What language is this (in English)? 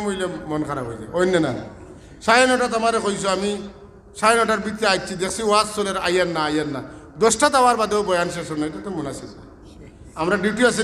Sylheti